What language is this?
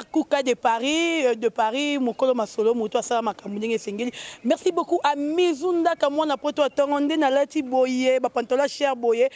Lingala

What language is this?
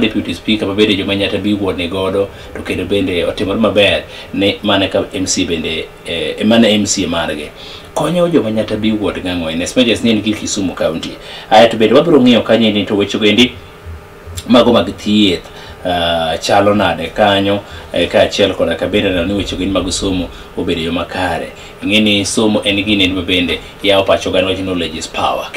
Luo (Kenya and Tanzania)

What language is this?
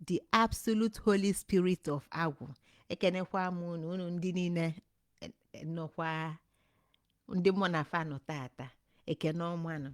Igbo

